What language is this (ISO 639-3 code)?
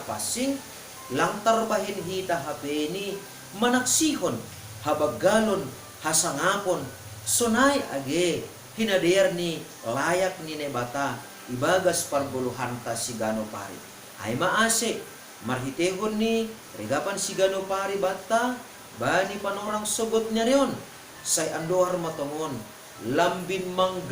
bts